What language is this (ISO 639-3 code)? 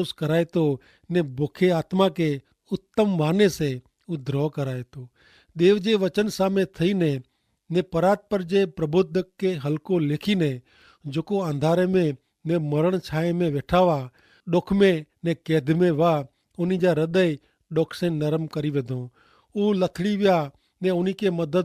kfr